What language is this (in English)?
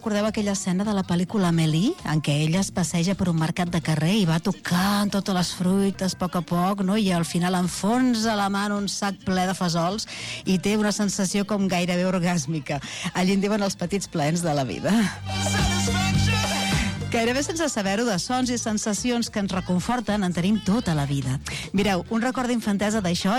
Catalan